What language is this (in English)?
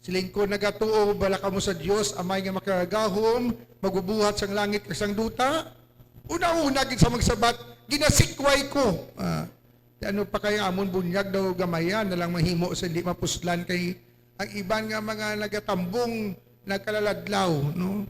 Hiligaynon